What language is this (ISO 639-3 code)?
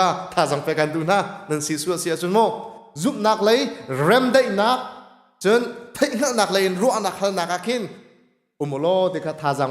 cnh